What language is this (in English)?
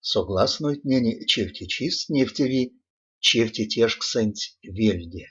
Erzya